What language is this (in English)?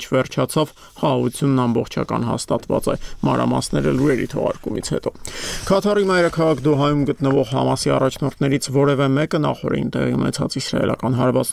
Armenian